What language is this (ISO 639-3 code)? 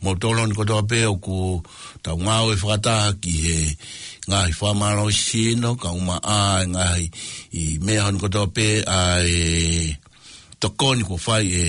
ton